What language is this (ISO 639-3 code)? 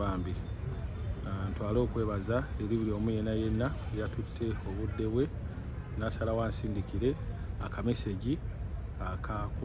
lug